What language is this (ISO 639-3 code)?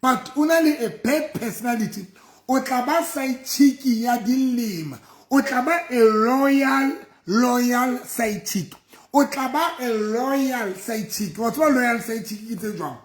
sot